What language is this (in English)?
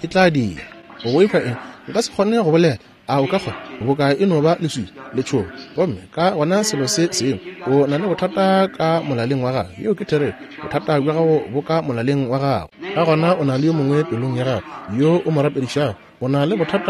Northern Sotho